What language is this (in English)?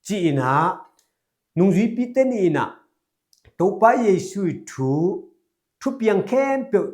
Tedim Chin